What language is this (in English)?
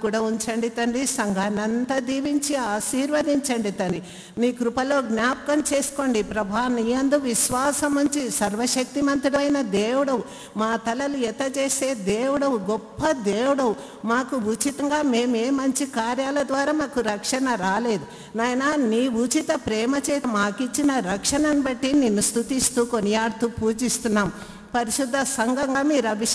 Telugu